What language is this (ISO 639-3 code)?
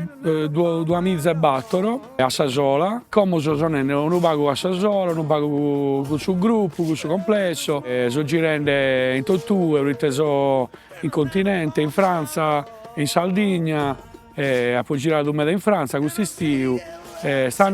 srd